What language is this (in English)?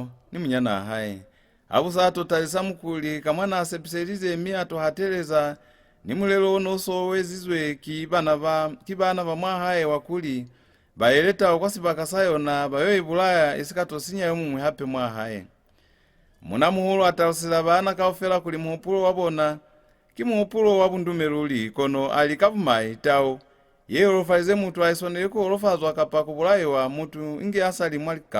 Lozi